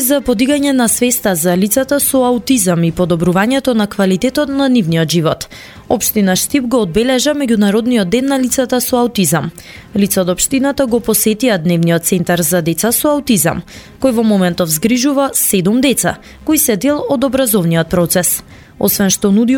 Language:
Macedonian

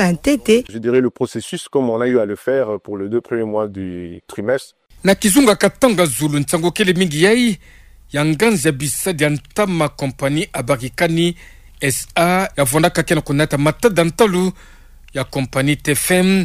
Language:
Kituba (Democratic Republic of Congo)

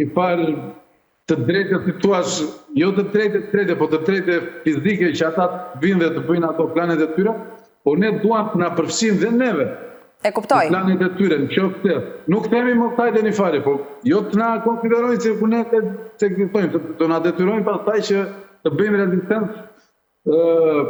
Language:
Albanian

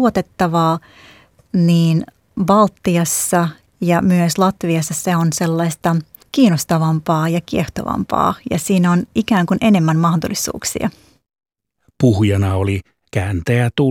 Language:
Finnish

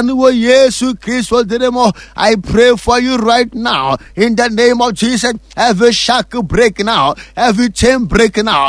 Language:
Akan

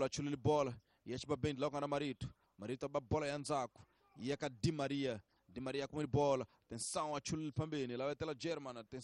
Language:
Tsonga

